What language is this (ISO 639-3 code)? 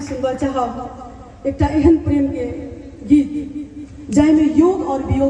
mai